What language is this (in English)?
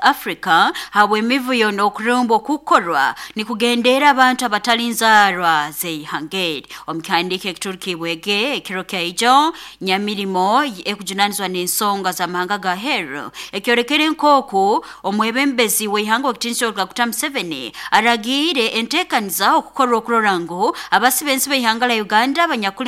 Nyoro